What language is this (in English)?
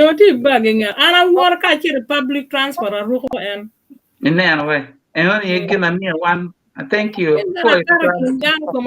Acoli